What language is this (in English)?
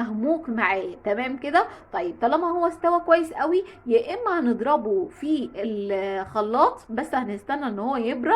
Egyptian Arabic